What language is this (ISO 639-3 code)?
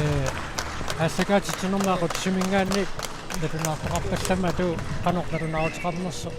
kal